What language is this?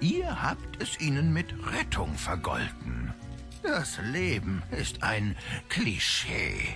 Swiss German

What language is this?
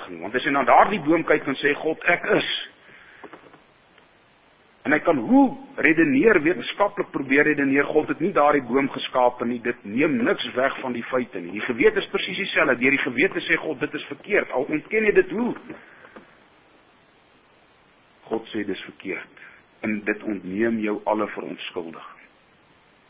Afrikaans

